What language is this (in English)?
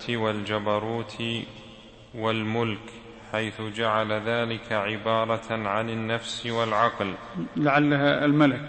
Arabic